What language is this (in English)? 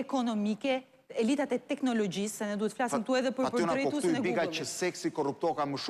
Albanian